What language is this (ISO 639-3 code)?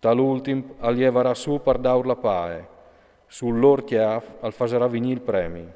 fur